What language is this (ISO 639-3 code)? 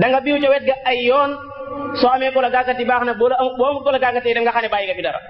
wol